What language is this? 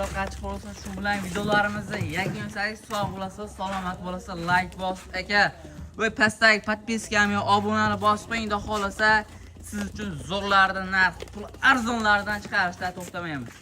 Uzbek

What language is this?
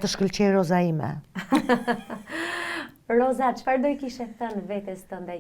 Albanian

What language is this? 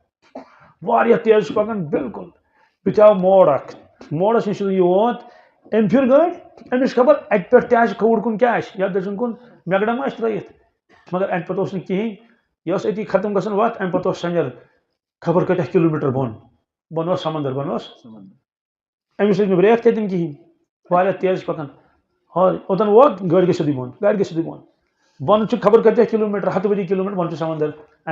Kashmiri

